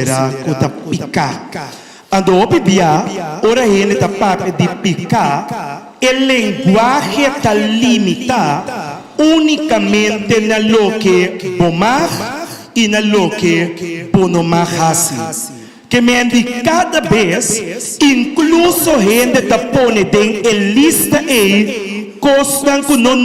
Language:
Papiamento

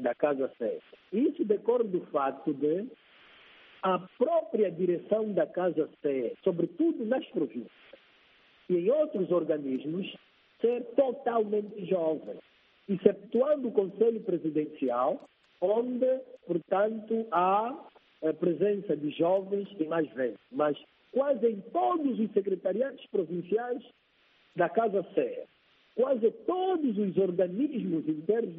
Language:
Portuguese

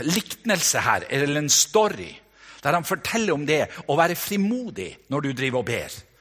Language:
Norwegian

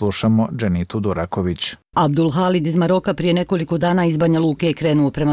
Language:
Bosnian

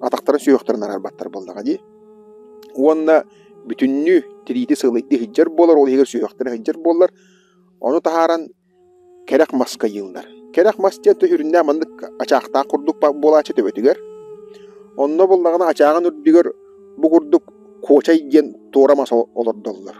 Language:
Yakut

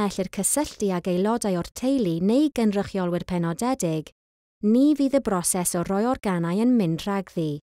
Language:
Welsh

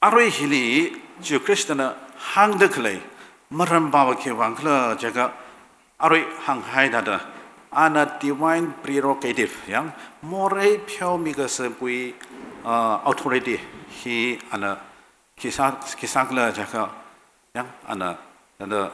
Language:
Tangkhul Naga (India)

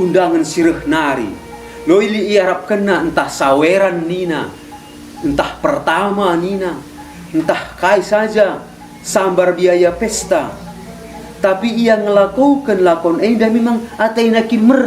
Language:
Batak Karo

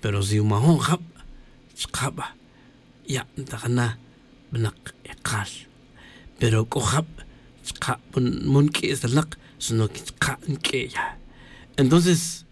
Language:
Tz'utujil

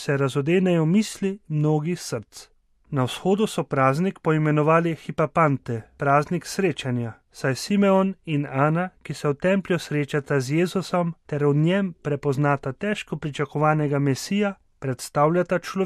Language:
Slovenian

